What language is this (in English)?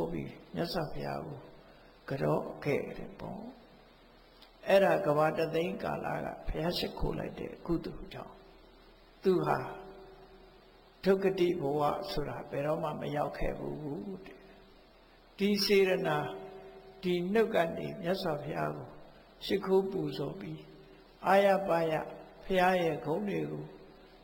Burmese